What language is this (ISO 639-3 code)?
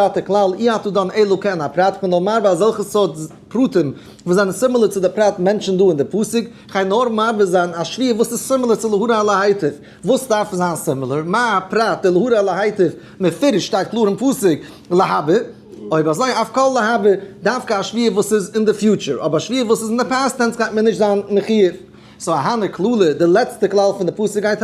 yid